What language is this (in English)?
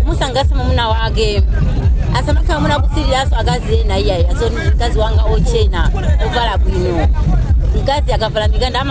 Nyanja